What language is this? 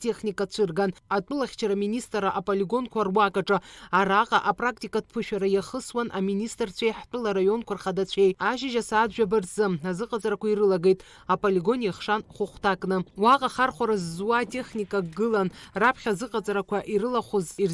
Abkhazian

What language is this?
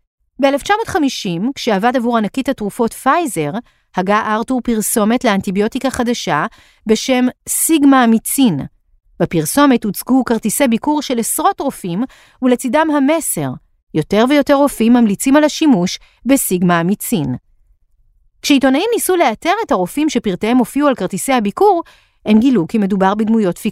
Hebrew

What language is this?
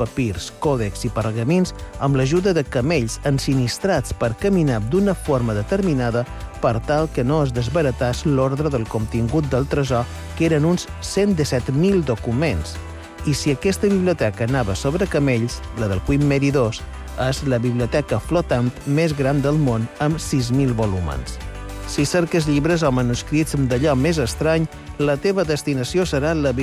Catalan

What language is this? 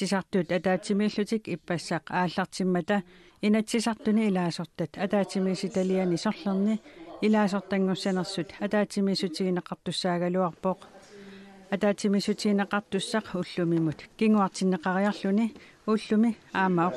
Kalaallisut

